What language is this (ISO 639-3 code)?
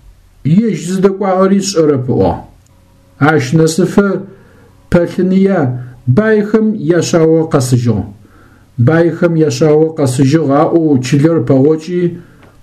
ady